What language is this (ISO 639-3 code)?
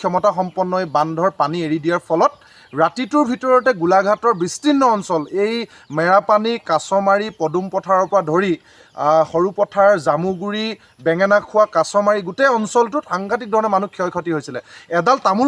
asm